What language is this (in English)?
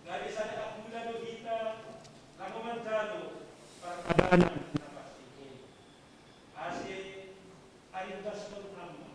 Batak Simalungun